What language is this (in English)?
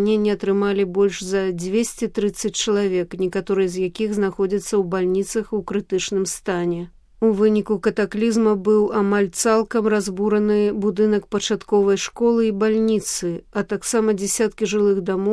Belarusian